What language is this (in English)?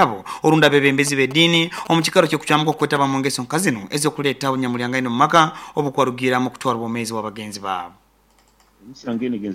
Nyoro